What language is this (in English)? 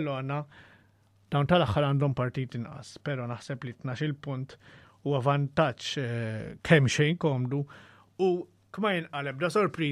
Maltese